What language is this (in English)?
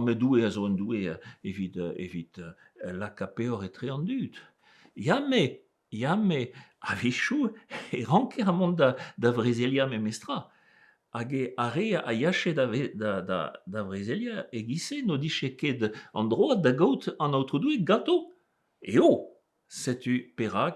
Breton